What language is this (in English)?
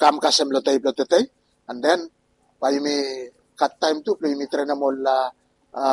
Bislama